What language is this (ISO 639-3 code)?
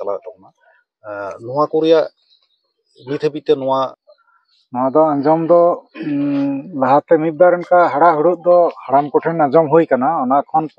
sat